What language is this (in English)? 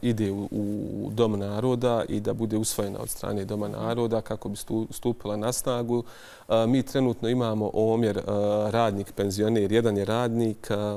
Bosnian